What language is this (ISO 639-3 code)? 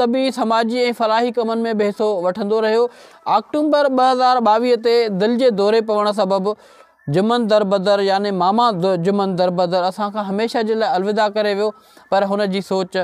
snd